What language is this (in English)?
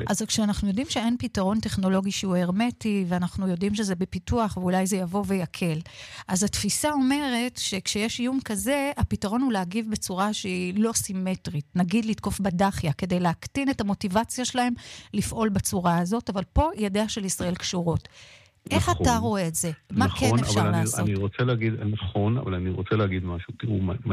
Hebrew